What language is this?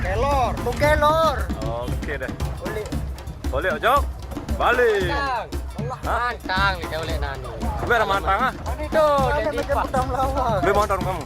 Sasak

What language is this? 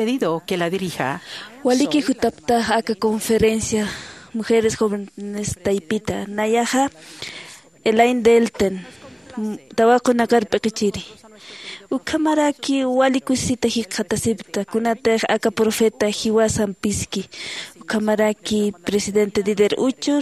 Aymara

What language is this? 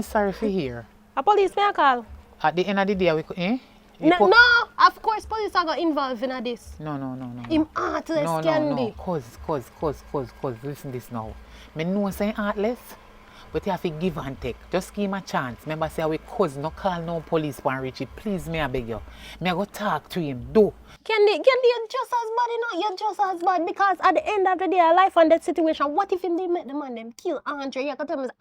Jamaican Creole English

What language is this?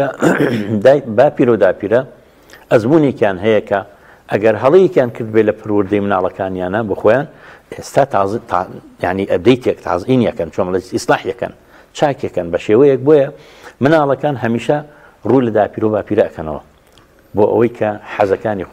Central Kurdish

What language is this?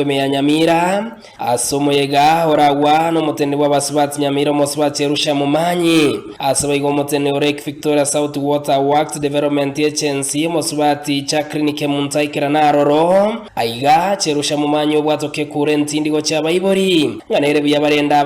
Gusii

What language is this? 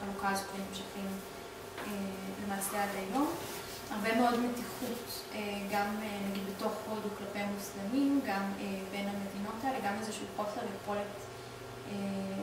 Hebrew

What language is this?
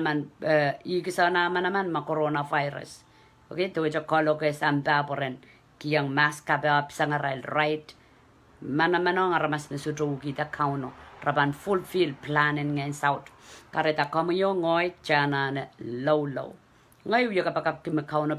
Pohnpeian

